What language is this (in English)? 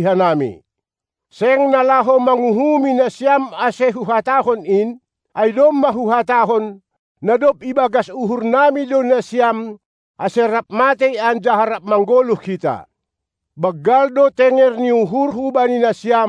Batak Simalungun